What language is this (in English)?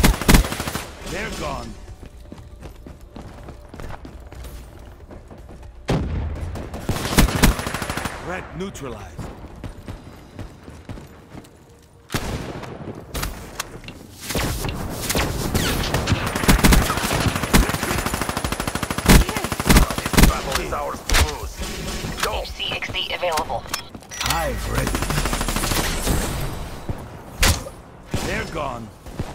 English